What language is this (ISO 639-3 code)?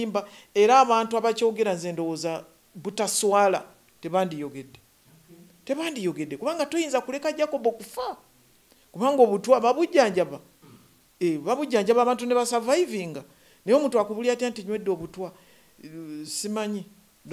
lug